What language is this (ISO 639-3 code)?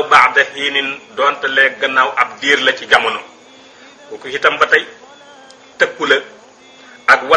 wol